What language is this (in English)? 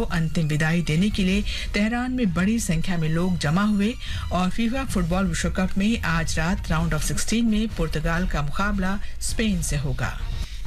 Hindi